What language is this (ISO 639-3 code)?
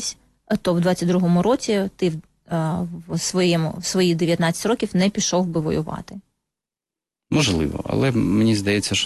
ukr